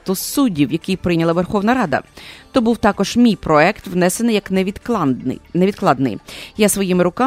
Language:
Ukrainian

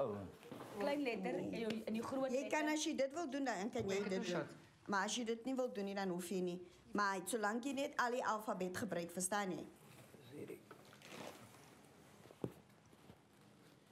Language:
Afrikaans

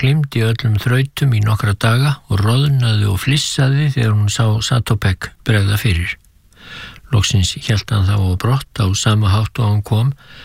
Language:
Icelandic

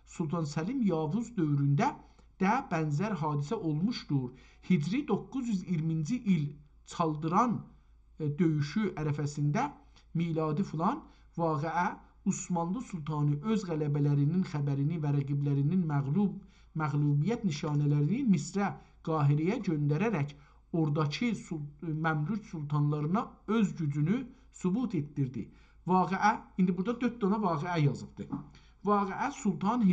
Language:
South Azerbaijani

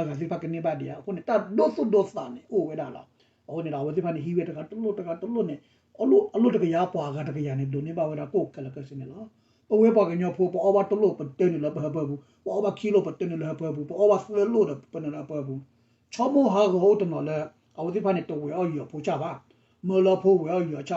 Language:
S'gaw Karen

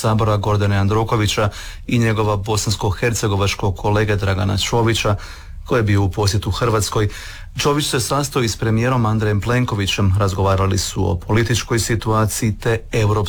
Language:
Croatian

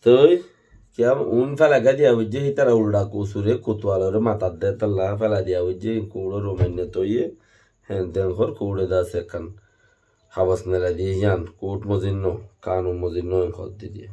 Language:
Rohingya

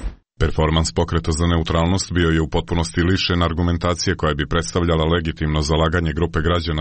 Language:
Croatian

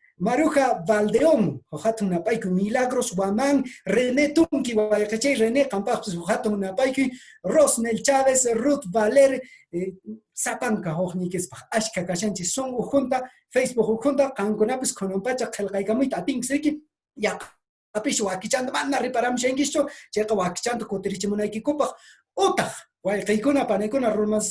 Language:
Quechua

